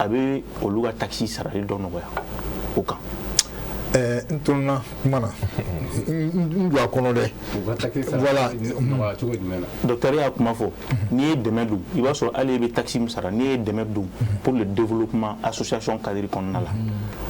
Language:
Bambara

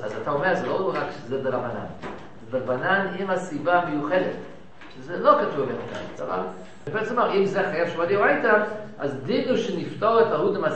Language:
Hebrew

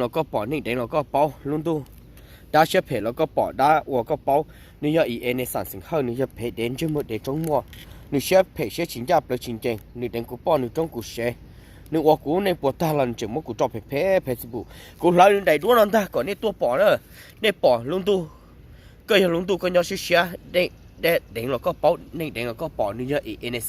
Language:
Hmong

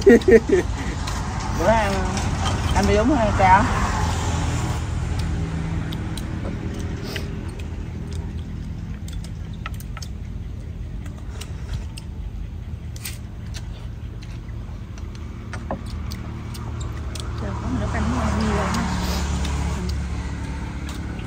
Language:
Vietnamese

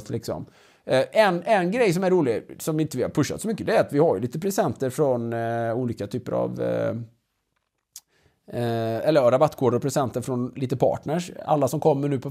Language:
Swedish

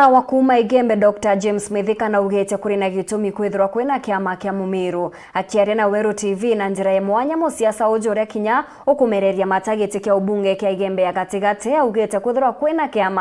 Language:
Meru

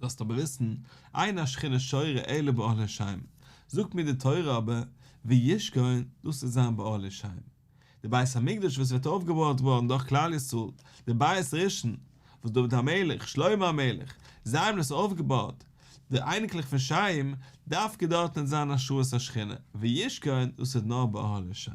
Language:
Yiddish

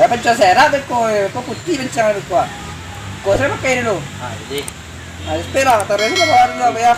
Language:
Minangkabau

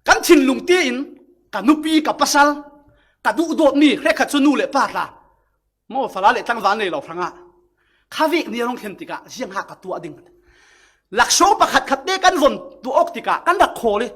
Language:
Falam Chin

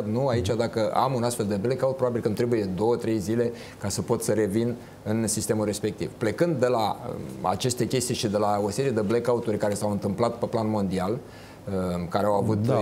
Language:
Romanian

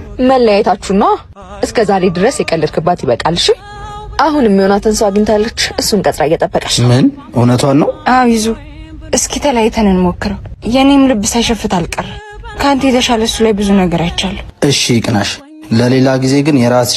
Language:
Amharic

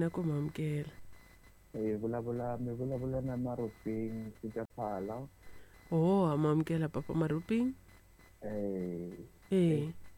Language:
Tsonga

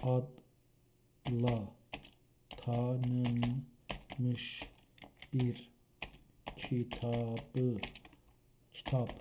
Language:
South Azerbaijani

